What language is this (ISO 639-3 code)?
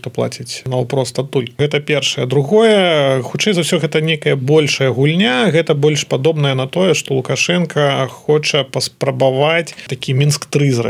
bel